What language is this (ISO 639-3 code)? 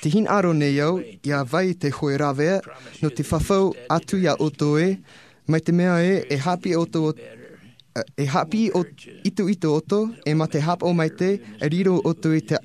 tah